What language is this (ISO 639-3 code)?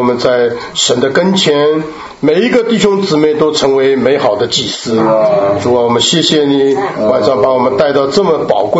zho